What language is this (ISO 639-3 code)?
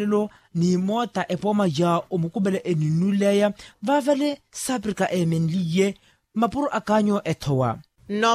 vmw